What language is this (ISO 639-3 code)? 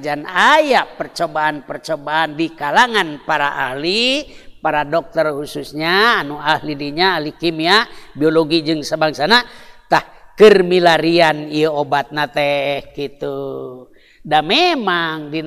sun